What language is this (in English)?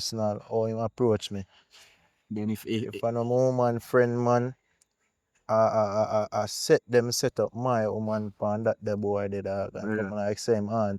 Jamaican Creole English